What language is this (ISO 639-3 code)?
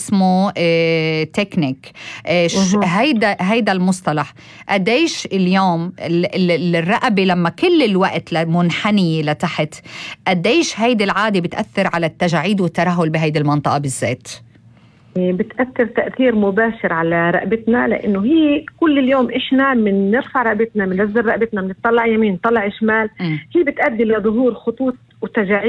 apc